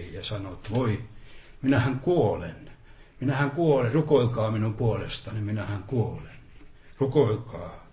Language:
Finnish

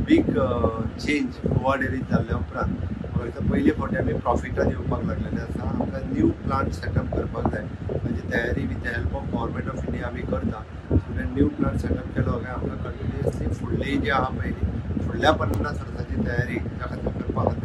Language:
Konkani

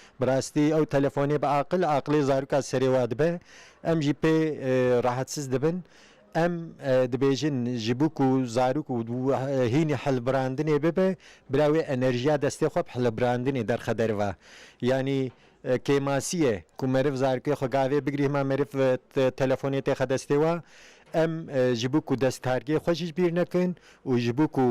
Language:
Kurdish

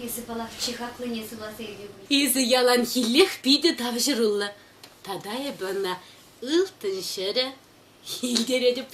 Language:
Chuvash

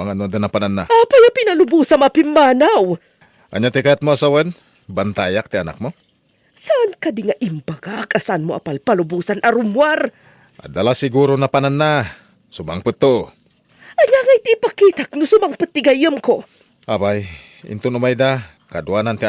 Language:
Iloko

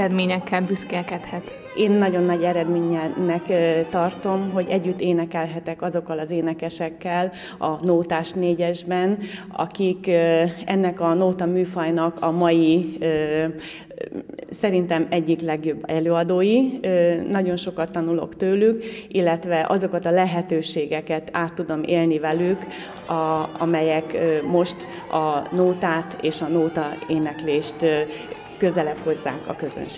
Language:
Hungarian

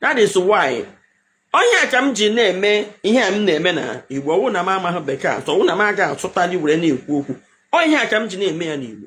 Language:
Igbo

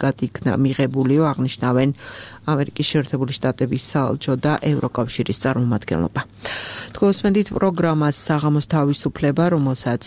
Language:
Georgian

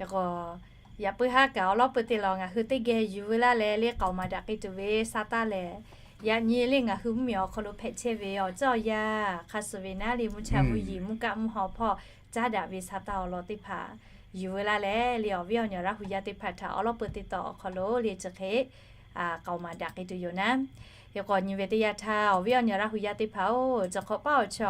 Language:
Lahu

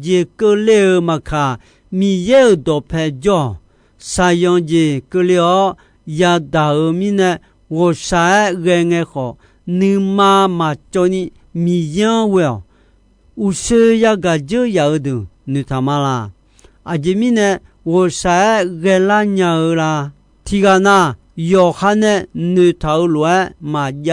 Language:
Akha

